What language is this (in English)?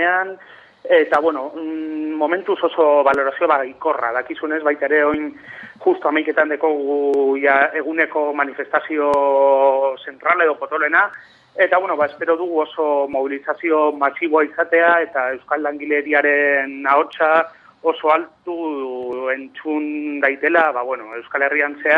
Basque